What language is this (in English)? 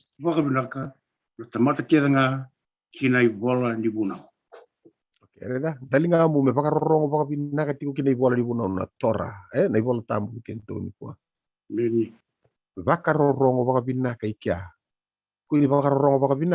Fijian